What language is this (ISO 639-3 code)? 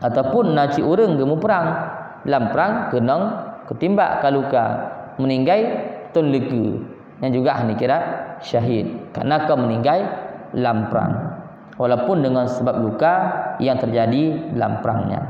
ace